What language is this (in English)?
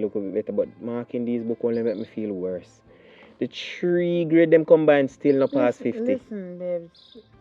Jamaican Creole English